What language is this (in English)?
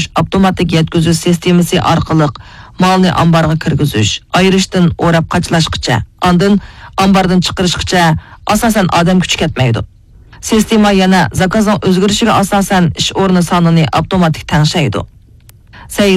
Uyghur